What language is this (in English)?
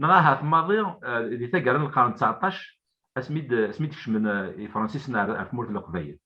Kabyle